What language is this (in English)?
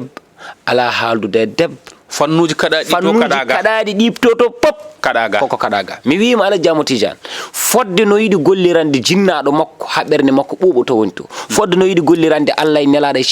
Fula